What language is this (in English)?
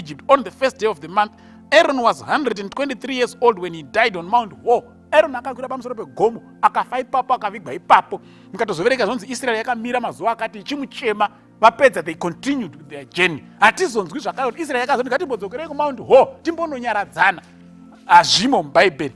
Shona